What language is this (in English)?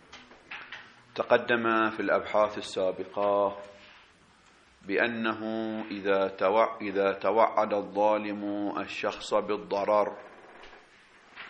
Arabic